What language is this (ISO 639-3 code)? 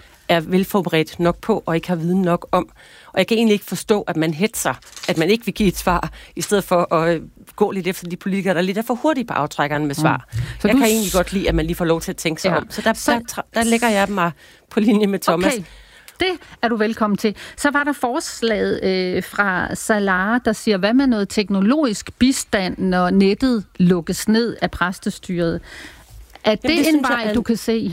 dan